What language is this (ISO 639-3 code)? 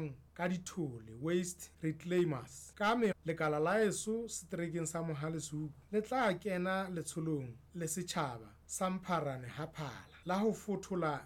sot